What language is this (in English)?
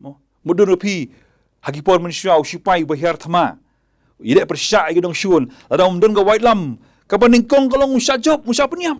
Khasi